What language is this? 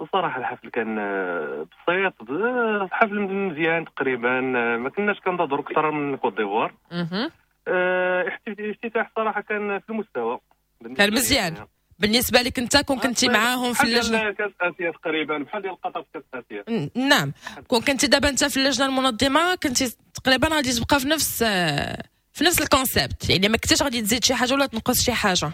Moroccan Arabic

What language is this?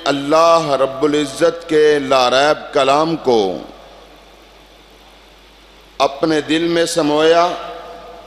Urdu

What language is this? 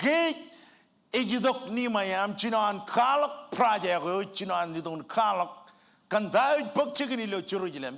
Marshallese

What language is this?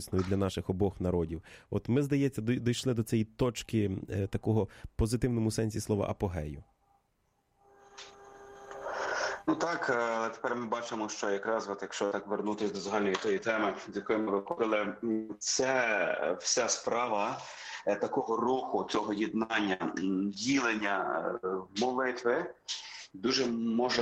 Ukrainian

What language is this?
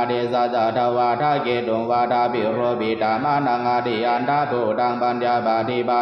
Pali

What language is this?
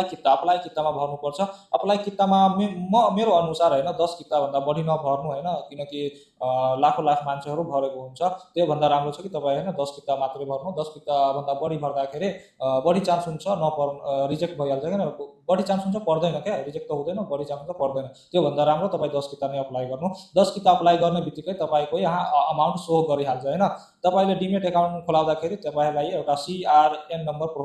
Nepali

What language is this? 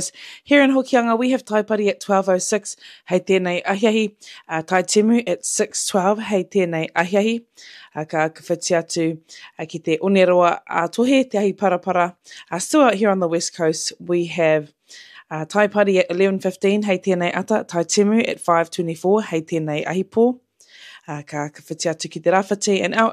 Māori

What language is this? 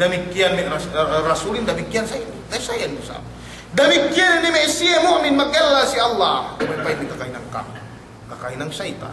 Yakan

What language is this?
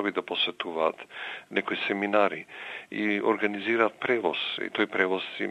Macedonian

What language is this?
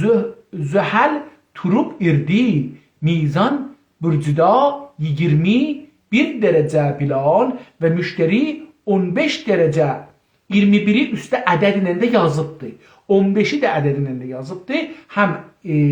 South Azerbaijani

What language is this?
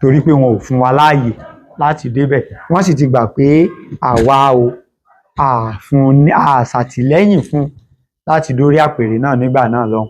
Yoruba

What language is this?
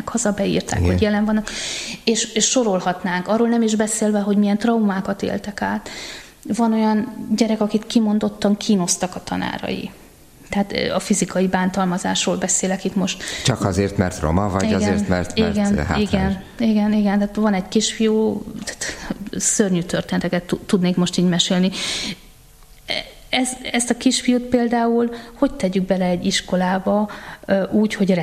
Hungarian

